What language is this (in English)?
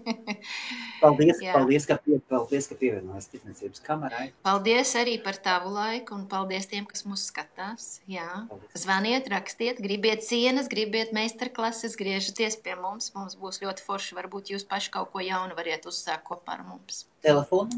Latvian